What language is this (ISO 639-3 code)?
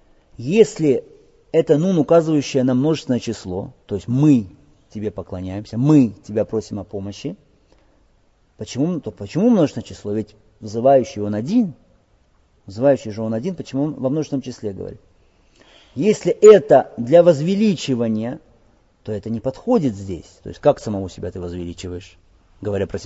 rus